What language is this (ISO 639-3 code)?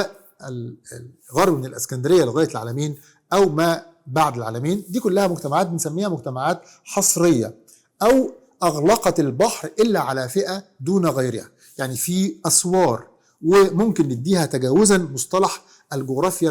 arz